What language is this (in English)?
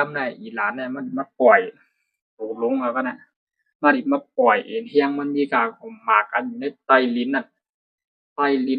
Shan